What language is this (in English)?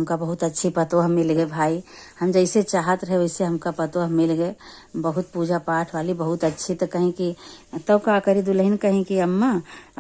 Awadhi